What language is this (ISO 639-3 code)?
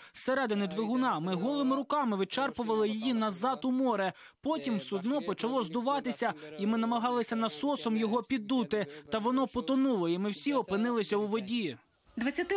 ukr